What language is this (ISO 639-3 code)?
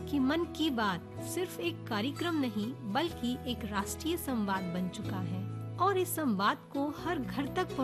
hin